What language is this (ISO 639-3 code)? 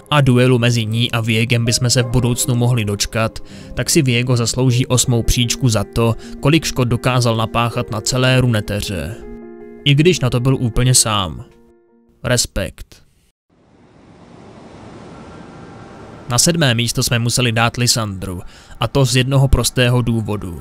ces